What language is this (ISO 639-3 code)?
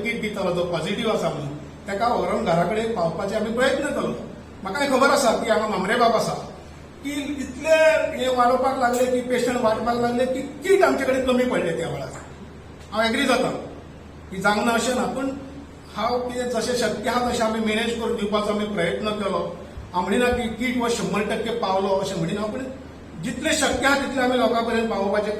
kok